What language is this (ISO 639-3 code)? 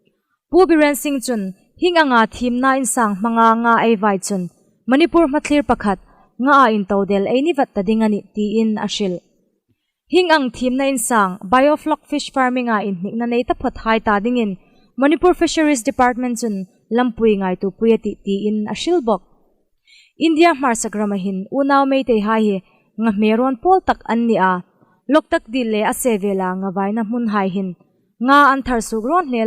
hmr